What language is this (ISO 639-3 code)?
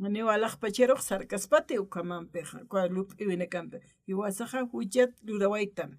aym